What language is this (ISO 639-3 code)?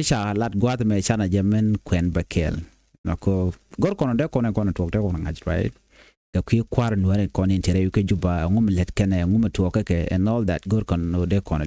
nus